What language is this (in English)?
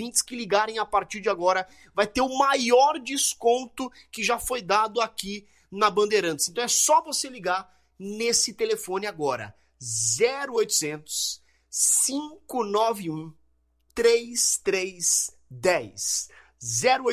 Portuguese